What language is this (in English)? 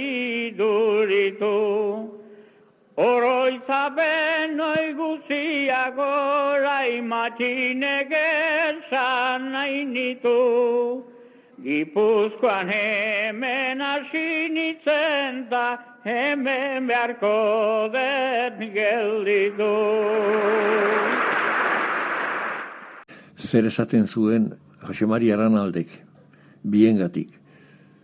Basque